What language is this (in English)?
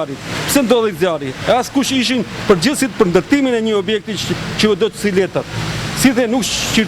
Albanian